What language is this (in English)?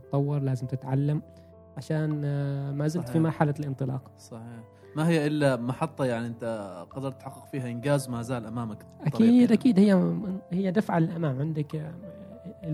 Gulf Arabic